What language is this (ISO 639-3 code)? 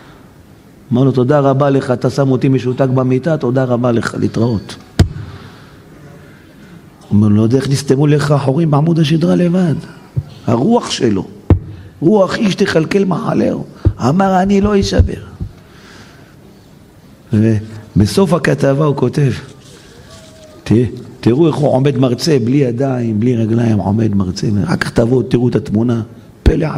heb